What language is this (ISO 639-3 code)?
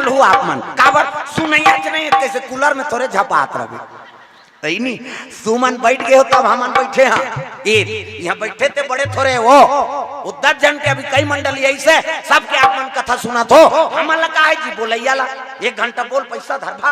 hne